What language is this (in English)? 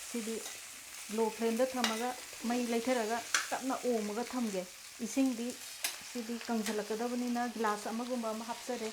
Manipuri